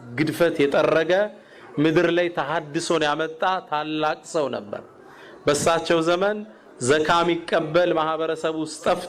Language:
Amharic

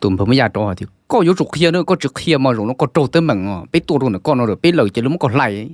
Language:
Hmong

